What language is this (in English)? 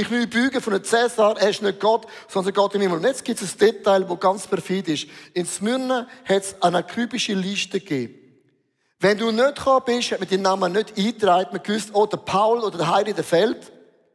Swiss German